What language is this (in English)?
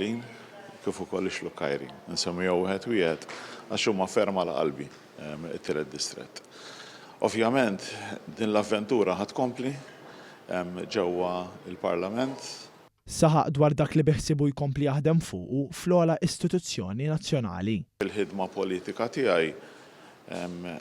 Maltese